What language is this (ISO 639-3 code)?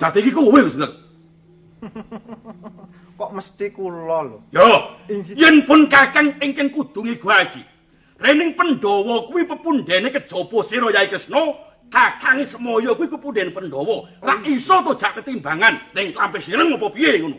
jav